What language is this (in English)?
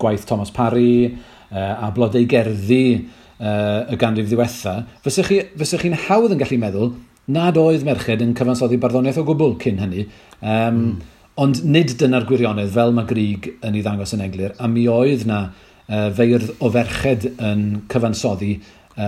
Welsh